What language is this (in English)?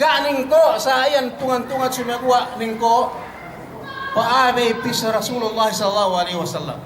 Yakan